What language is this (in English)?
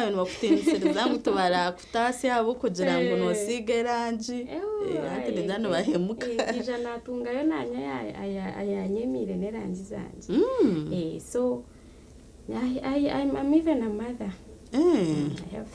Nyankole